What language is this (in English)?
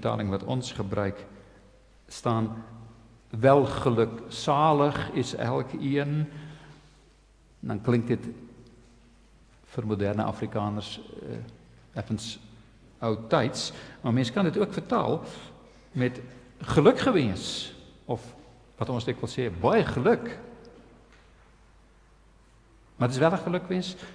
Afrikaans